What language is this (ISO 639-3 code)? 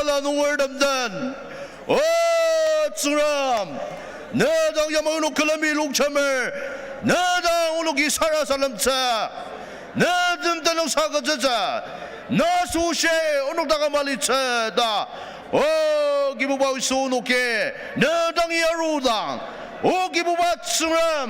njo